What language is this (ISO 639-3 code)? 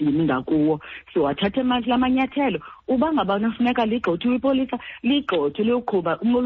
xho